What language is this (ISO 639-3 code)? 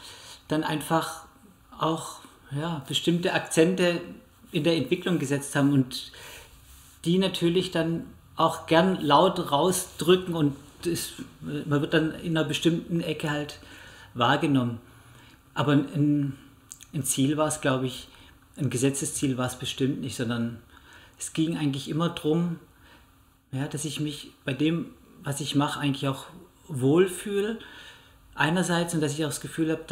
deu